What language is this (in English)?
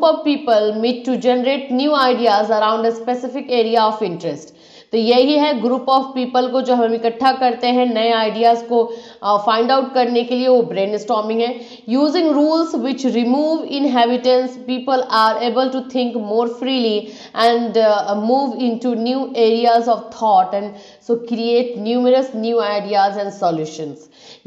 Hindi